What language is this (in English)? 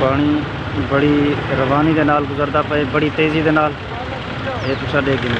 Saraiki